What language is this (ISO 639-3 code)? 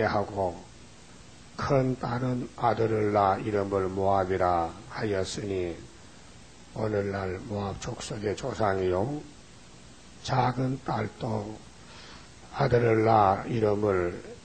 kor